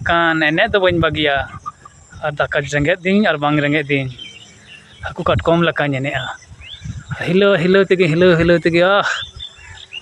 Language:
Santali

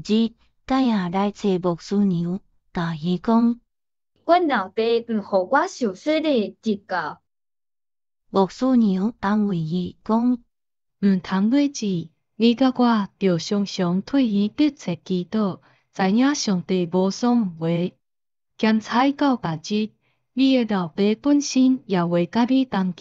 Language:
Min Nan Chinese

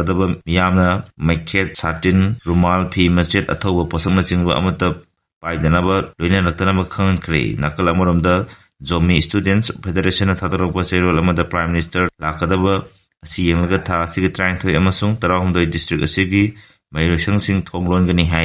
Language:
Manipuri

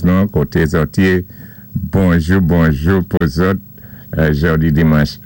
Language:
Saint Lucian Creole French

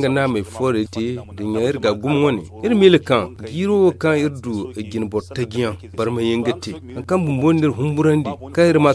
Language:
Zarma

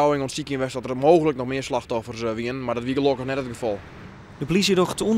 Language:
Western Frisian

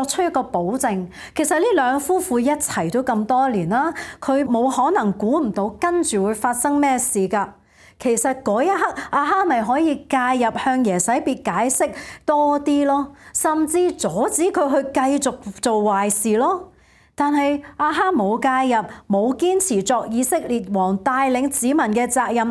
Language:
Cantonese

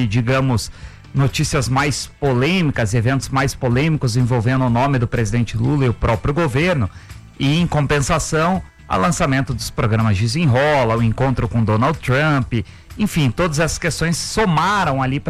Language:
Portuguese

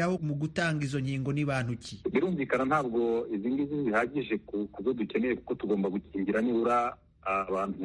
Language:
Kinyarwanda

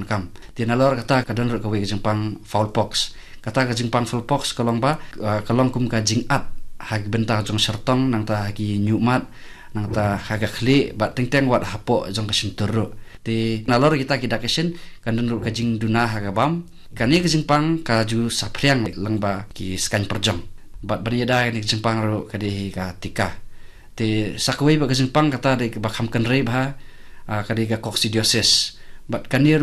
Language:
Khasi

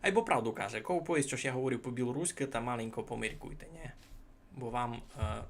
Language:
Rusyn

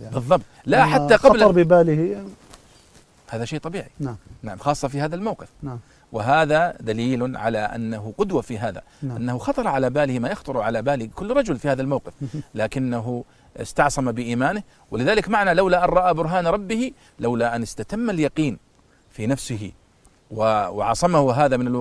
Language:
Arabic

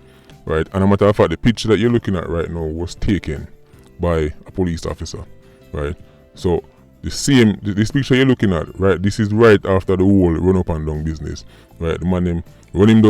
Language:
Jamaican Creole English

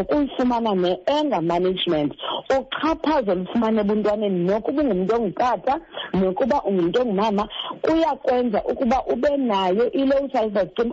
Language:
Xhosa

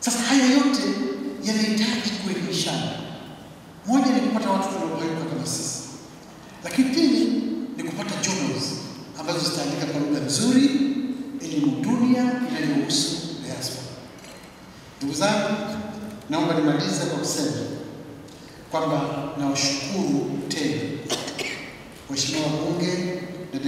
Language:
Swahili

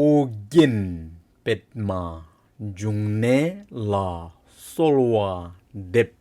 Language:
Tibetan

